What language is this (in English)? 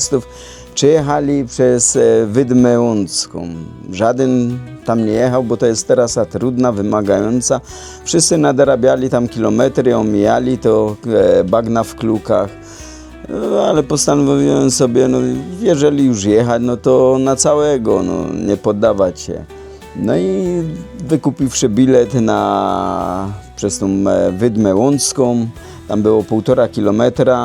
Silesian